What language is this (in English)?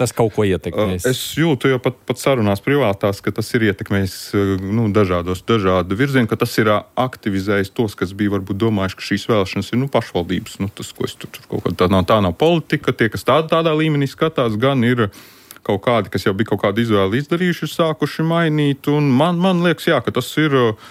Latvian